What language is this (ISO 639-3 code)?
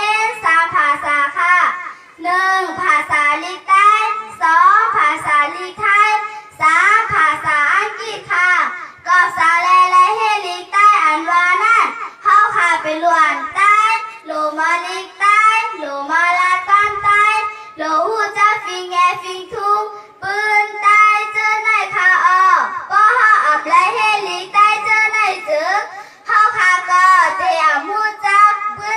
shn